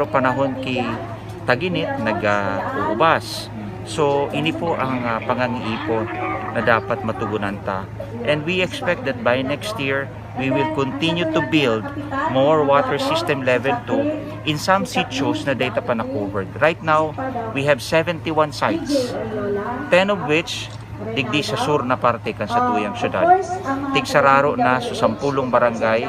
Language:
Bikol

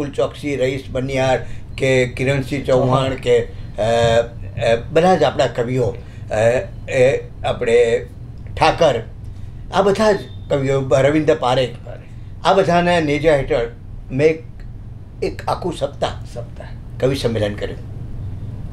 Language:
Gujarati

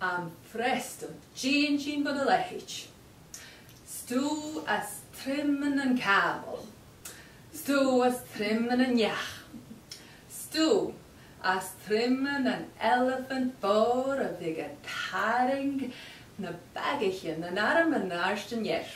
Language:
Scottish Gaelic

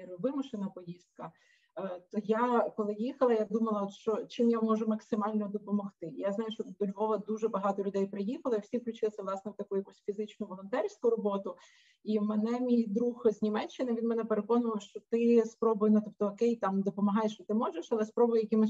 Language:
Ukrainian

